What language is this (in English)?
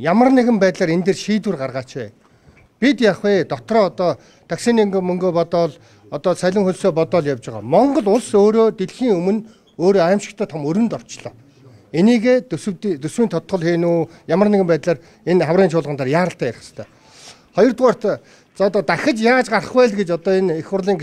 Mongolian